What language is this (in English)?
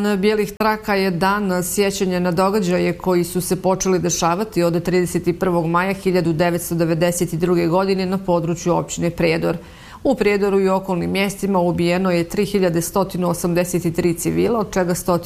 Bosnian